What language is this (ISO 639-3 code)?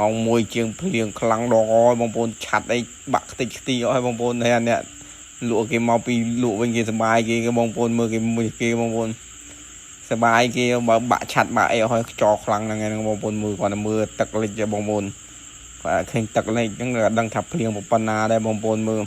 khm